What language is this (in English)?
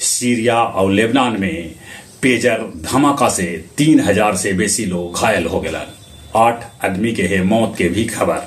Magahi